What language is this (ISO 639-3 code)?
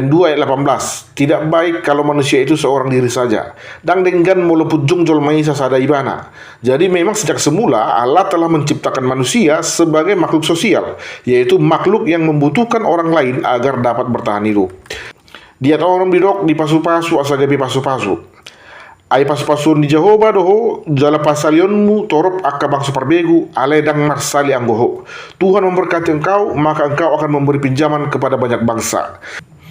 bbc